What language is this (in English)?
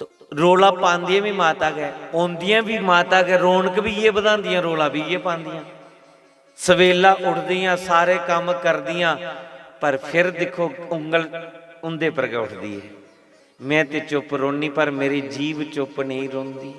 Dogri